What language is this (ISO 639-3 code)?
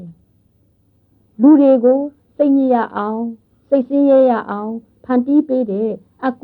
mya